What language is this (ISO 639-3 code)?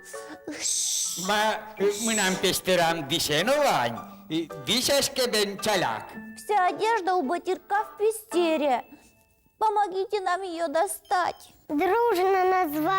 udm